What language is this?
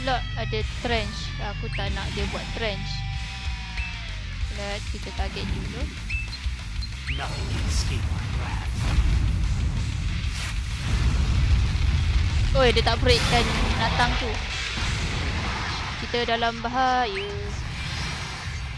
Malay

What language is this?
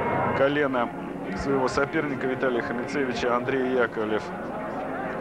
Russian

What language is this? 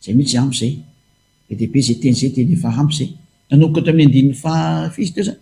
Malagasy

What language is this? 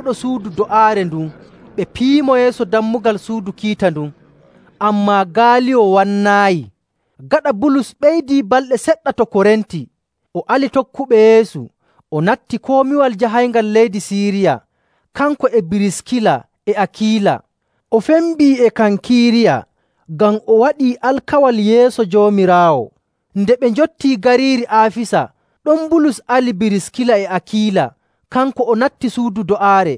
Nigerian Fulfulde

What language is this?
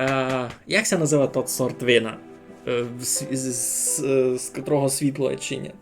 Rusyn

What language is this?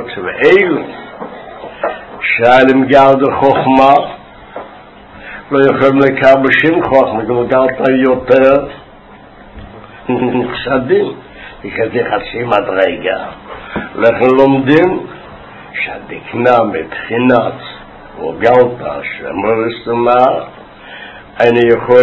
Hebrew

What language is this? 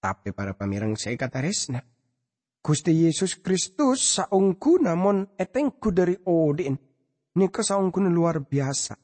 Madurese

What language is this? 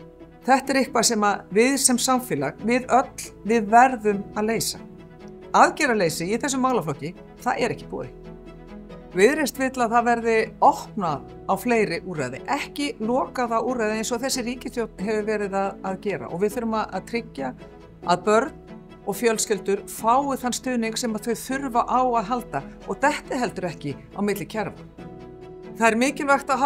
Icelandic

